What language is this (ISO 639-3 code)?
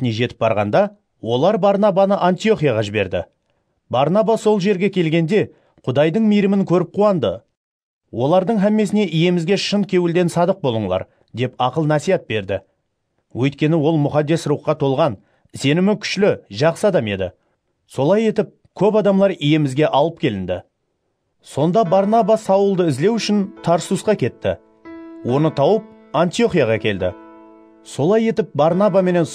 kaa